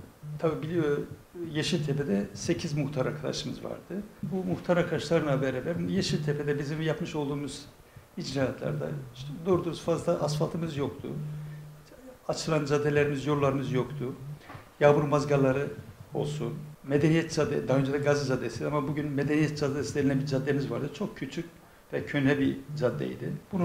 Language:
Turkish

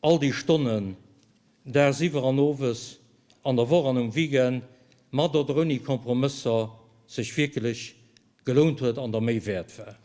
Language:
Luxembourgish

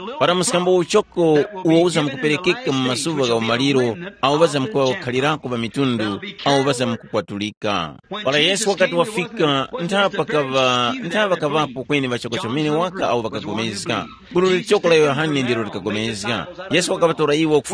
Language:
Tumbuka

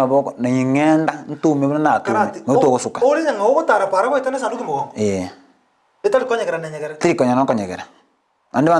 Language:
Gusii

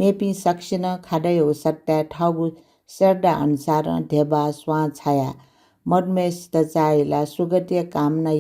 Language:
Newari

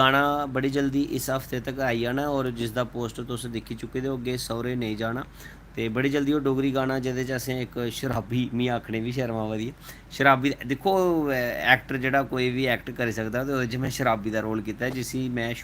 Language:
Dogri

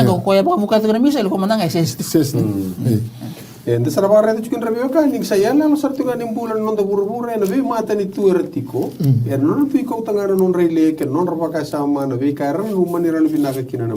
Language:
Fijian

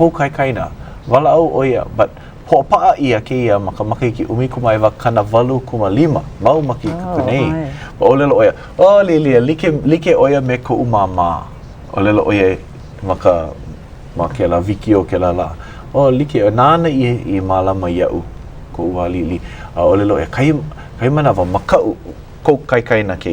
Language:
Hawaiian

